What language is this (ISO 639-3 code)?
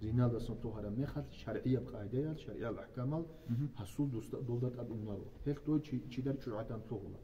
ava